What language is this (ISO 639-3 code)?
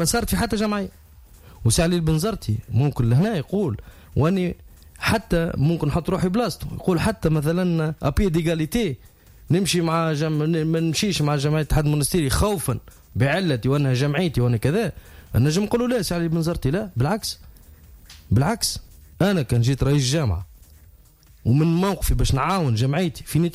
aeb